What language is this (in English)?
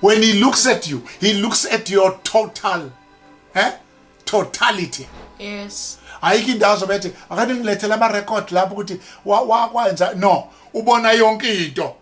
Zulu